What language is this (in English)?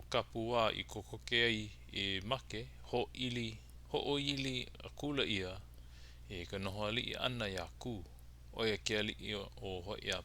Hawaiian